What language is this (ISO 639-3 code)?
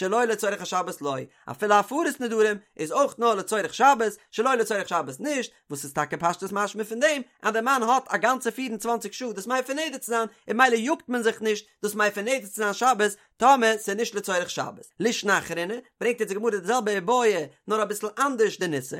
yid